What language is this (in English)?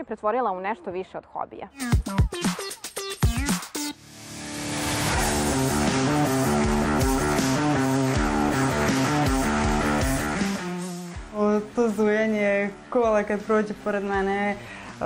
Serbian